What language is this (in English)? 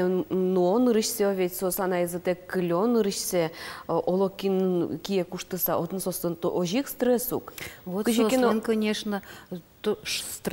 Udmurt